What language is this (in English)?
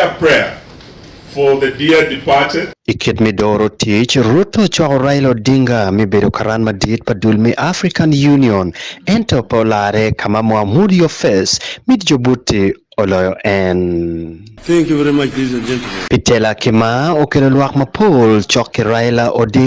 Acoli